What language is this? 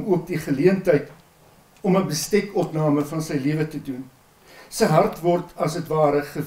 Afrikaans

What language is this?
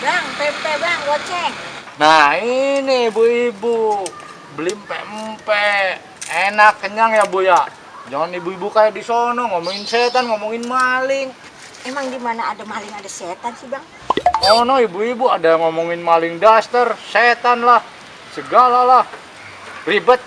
Betawi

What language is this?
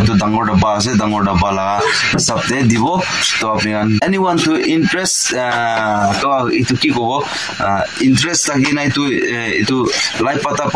Naga Pidgin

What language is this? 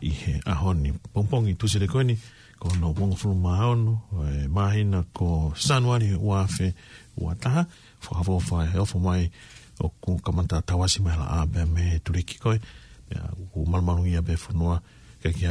Tongan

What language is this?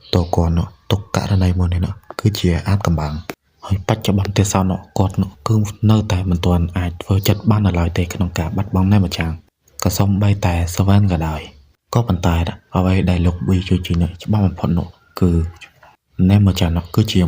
Khmer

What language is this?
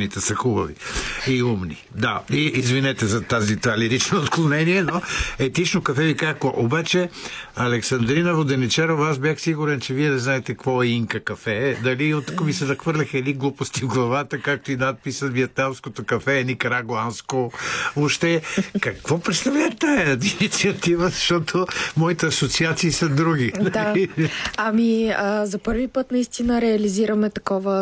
Bulgarian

